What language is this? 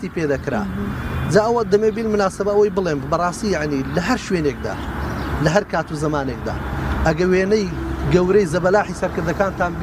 Central Kurdish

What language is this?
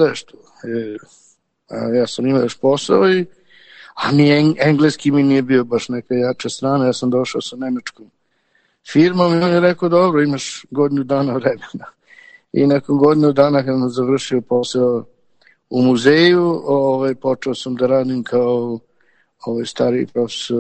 Serbian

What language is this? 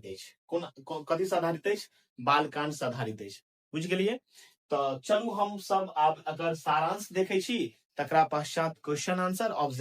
Maithili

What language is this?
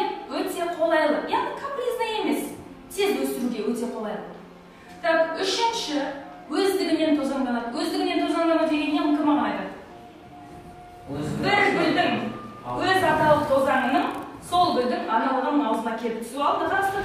Kazakh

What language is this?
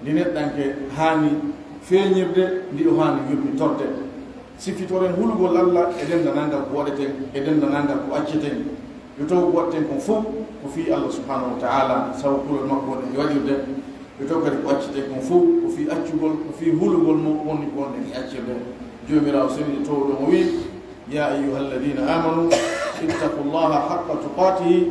Pular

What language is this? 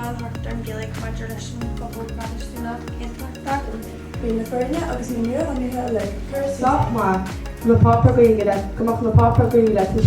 Irish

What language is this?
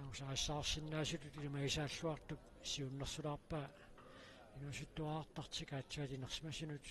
Kalaallisut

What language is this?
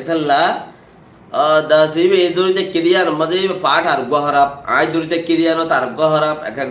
Rohingya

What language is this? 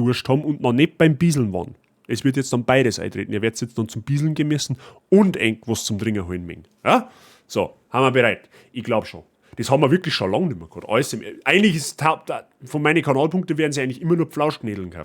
Bavarian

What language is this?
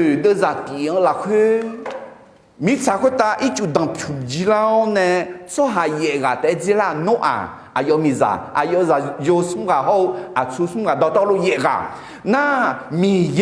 Akha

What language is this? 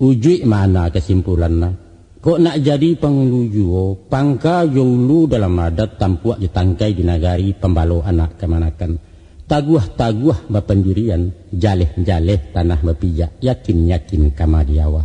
Minangkabau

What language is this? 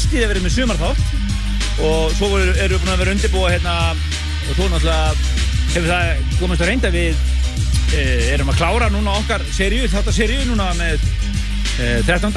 Icelandic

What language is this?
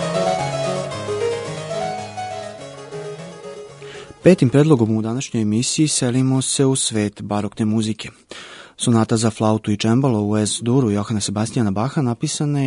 Serbian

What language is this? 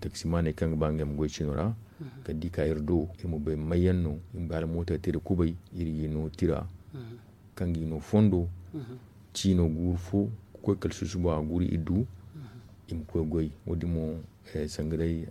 Zarma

